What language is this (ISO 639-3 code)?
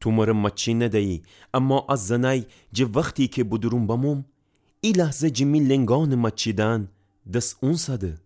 glk